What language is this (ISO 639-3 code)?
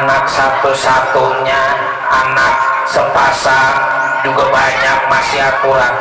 bew